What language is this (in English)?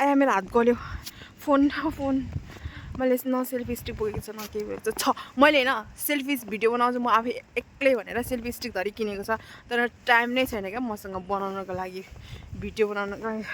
Nepali